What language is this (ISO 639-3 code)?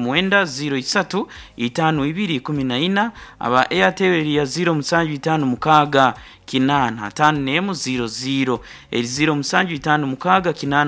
nyn